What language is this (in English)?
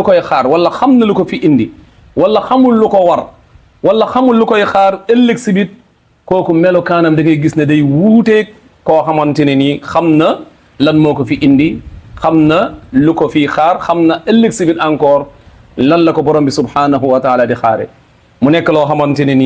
Wolof